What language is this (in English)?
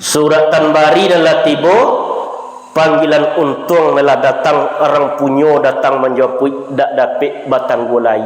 Minangkabau